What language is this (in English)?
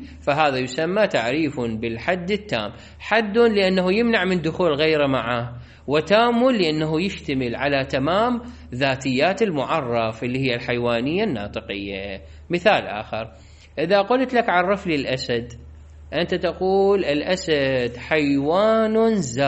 Mesopotamian Arabic